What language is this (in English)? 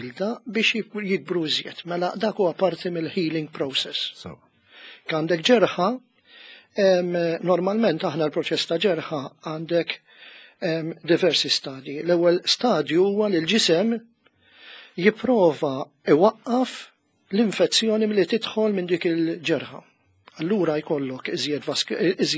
Maltese